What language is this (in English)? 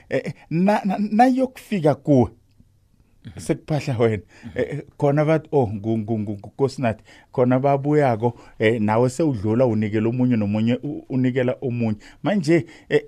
South Ndebele